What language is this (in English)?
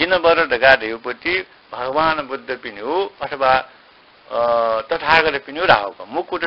Newari